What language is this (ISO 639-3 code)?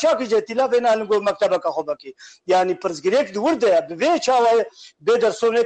kur